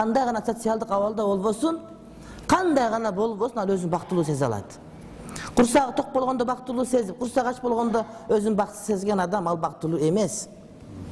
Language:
Kyrgyz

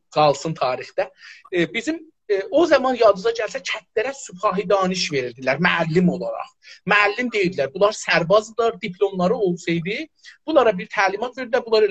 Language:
South Azerbaijani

